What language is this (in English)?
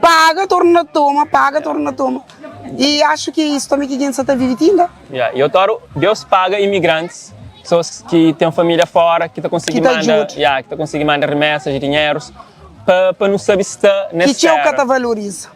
Kabuverdianu